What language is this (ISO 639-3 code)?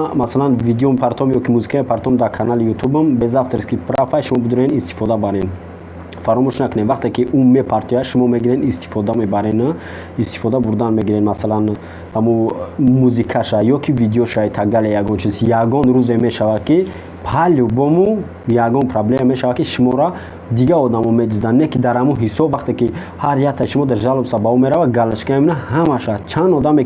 tgk